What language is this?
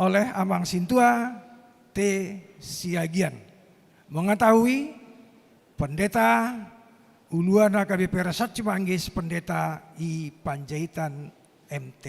Batak Toba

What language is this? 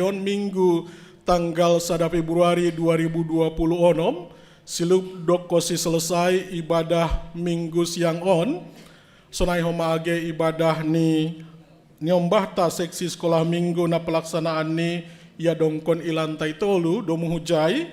Batak Simalungun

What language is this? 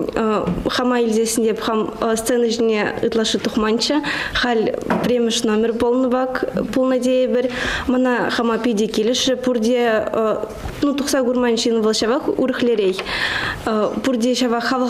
Chuvash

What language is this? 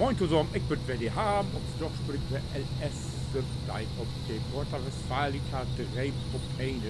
Low German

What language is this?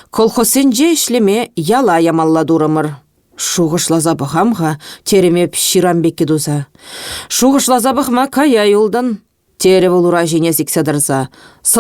Chuvash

